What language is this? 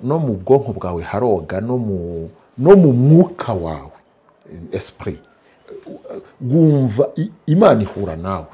Kinyarwanda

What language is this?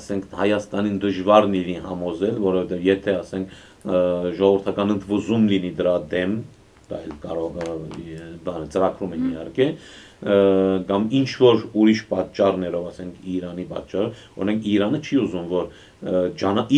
Armenian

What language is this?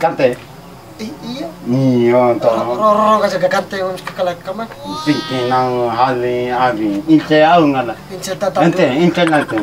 Bima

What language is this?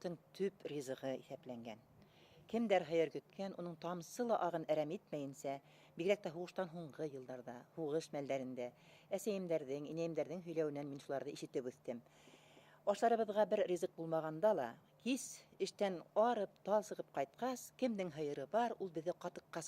Bashkir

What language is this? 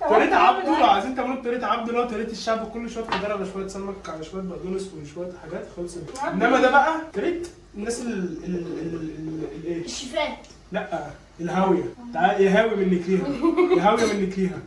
Egyptian Arabic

